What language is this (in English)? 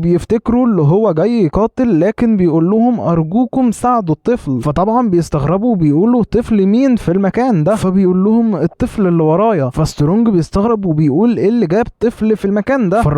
Egyptian Arabic